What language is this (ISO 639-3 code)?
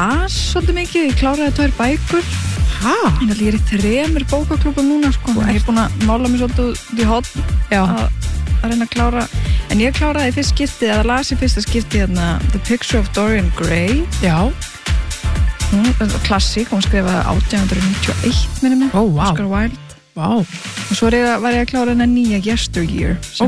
isl